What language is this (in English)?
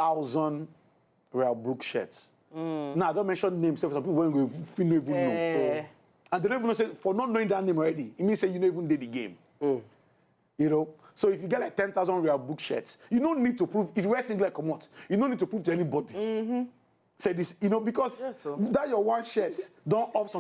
Nigerian Pidgin